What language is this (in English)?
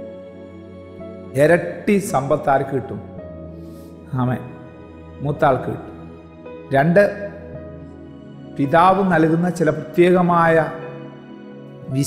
Malayalam